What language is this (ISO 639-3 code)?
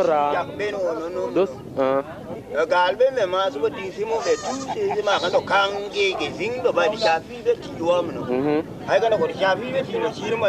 tui